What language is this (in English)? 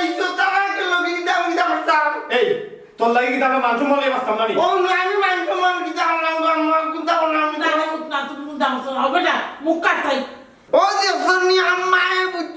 Sylheti